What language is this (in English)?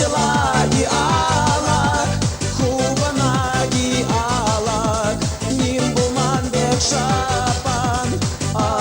Chuvash